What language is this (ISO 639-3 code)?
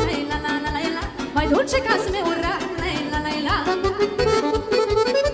ron